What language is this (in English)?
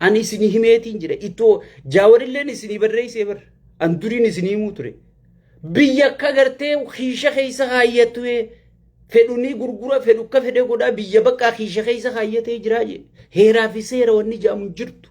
Oromo